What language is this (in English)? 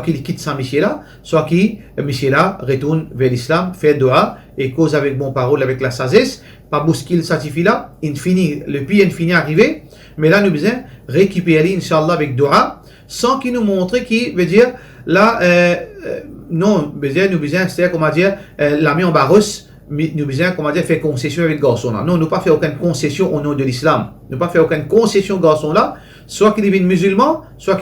Morisyen